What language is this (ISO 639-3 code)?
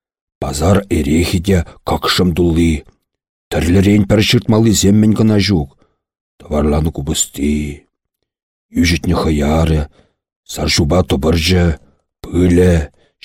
chv